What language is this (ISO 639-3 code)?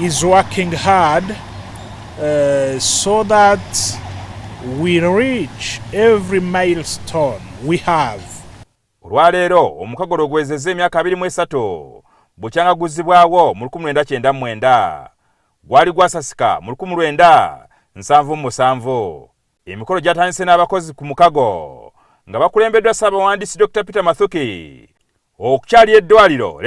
lug